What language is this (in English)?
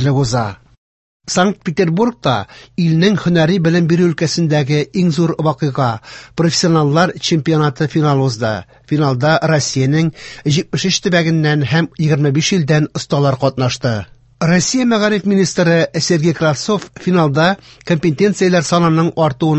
Tatar